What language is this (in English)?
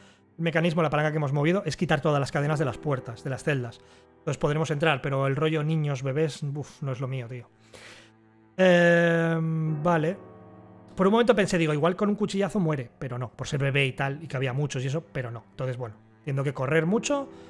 Spanish